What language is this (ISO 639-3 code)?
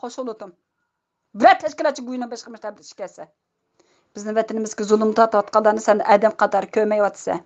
uig